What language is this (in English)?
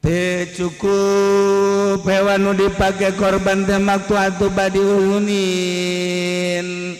Sundanese